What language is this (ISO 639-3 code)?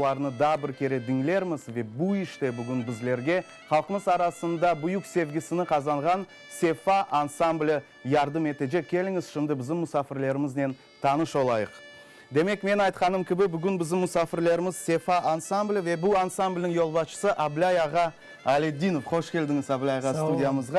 crh